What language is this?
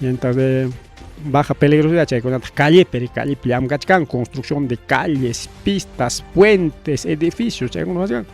Ayacucho Quechua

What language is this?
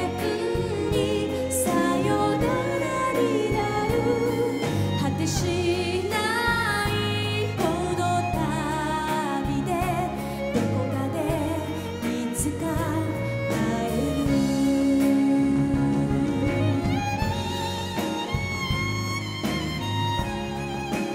Japanese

